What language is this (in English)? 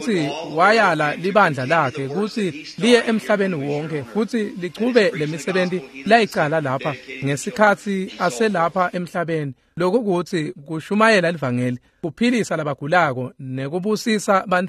Swati